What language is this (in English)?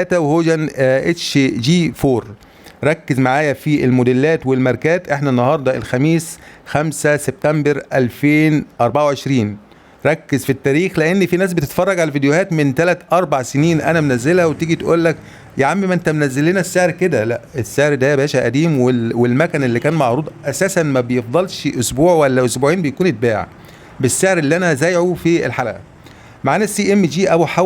Egyptian Arabic